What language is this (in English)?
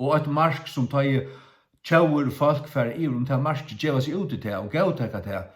Faroese